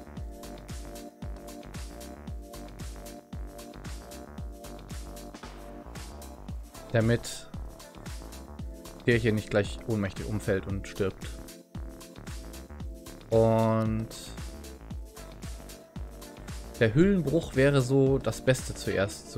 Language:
German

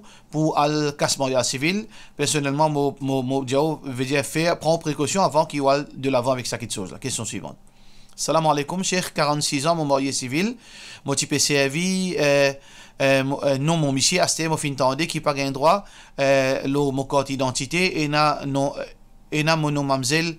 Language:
Morisyen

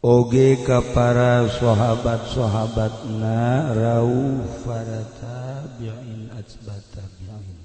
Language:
Sundanese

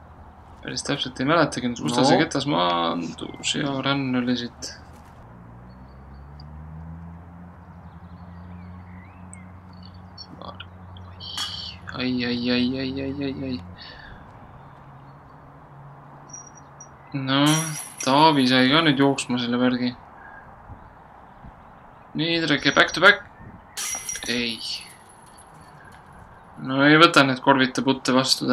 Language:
Estonian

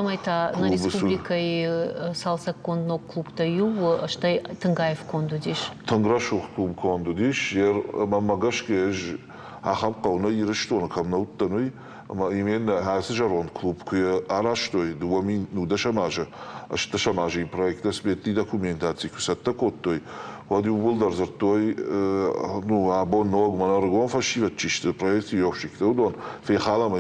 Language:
Ossetic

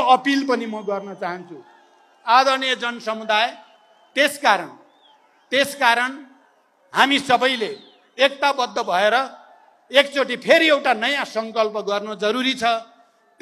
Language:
Nepali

